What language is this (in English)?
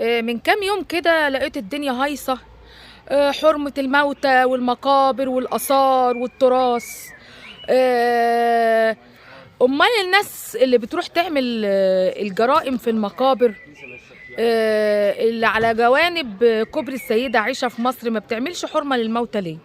Egyptian Arabic